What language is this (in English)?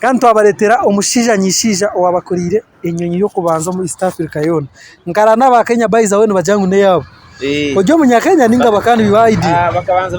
Nyankole